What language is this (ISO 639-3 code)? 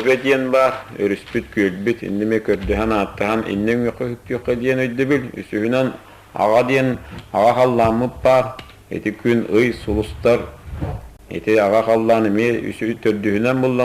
sah